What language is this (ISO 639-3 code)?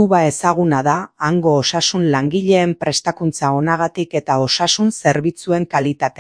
eus